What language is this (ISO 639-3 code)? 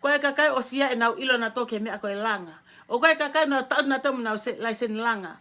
ton